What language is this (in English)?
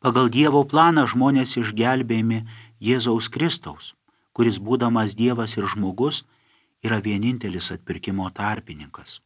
Lithuanian